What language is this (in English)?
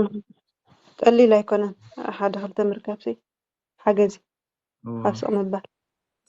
Tigrinya